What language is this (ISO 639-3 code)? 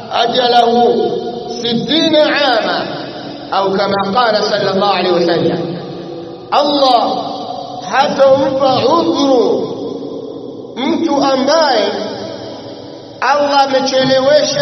swa